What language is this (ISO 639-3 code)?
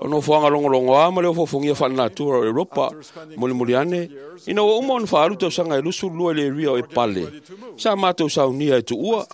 smo